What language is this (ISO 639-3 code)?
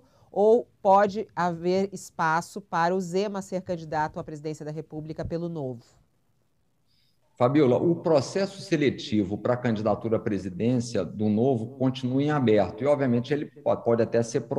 por